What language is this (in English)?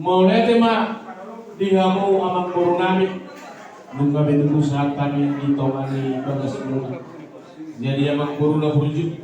Batak Toba